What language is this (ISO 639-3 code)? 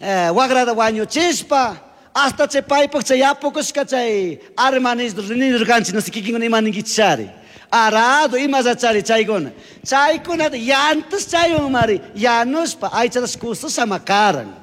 qug